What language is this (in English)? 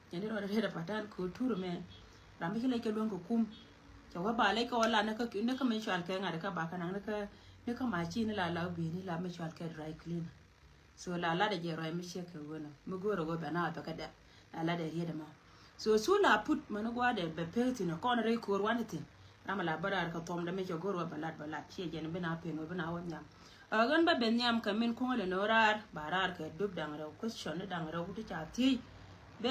Nuer